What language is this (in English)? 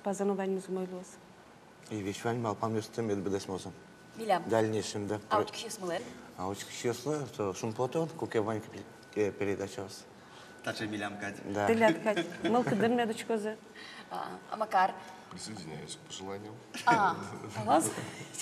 Udmurt